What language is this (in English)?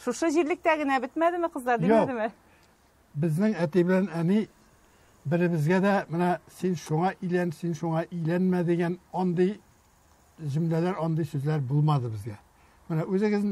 Tatar